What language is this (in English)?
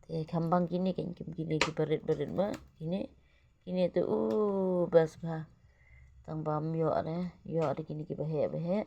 Khasi